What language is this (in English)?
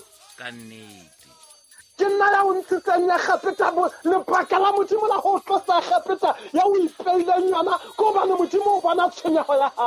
Southern Sotho